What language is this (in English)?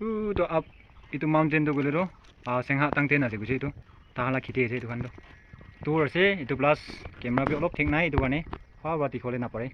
Naga Pidgin